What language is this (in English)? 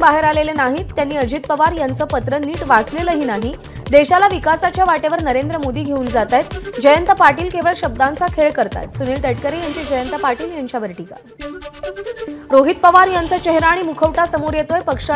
Marathi